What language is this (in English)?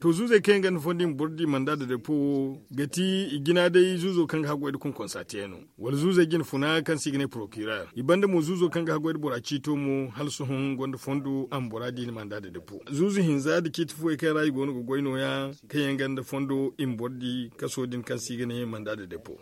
Zarma